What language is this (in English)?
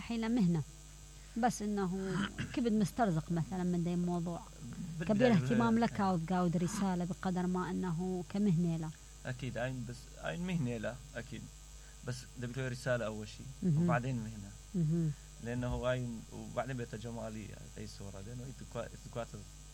Mesopotamian Arabic